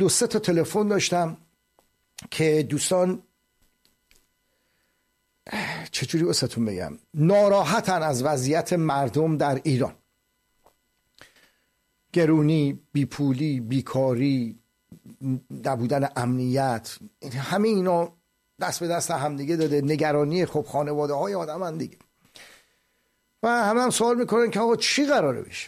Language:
Persian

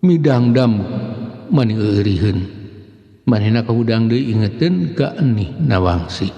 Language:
Sundanese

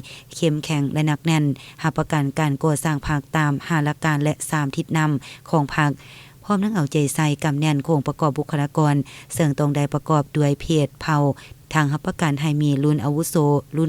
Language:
Lao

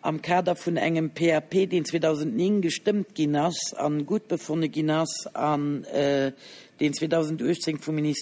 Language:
Luxembourgish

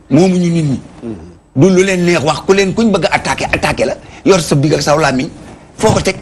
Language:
Wolof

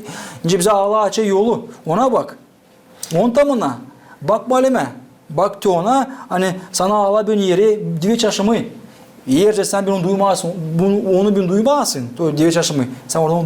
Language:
Gagauz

